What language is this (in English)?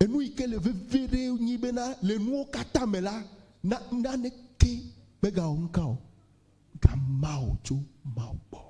Ewe